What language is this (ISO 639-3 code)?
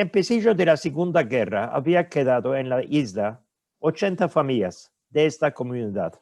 lad